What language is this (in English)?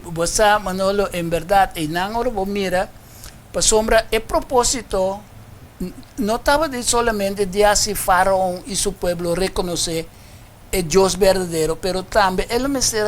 Papiamento